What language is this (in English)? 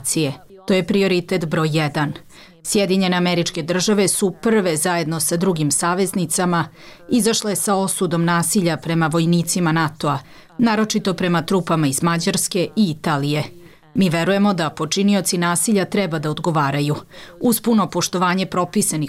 Croatian